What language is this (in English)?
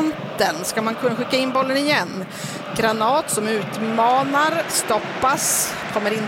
Swedish